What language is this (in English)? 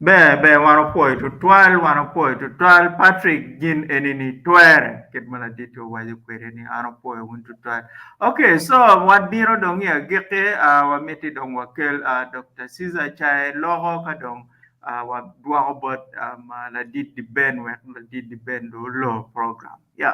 Acoli